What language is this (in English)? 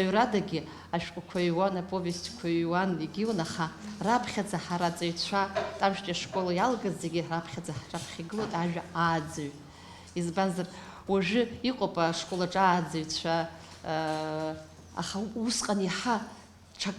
Abkhazian